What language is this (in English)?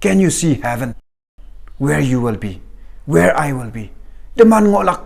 Konyak Naga